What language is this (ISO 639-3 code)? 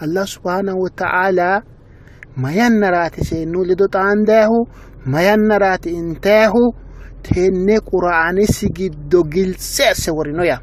sid